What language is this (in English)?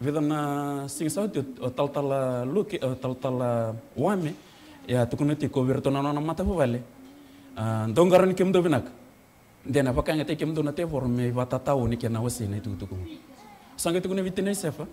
Fijian